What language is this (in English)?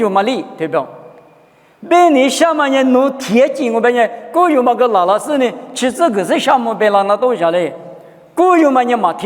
Lisu